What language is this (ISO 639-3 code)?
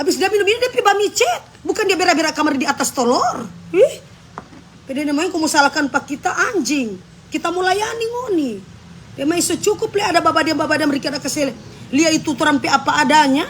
xmm